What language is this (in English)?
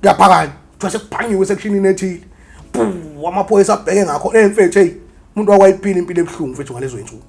Zulu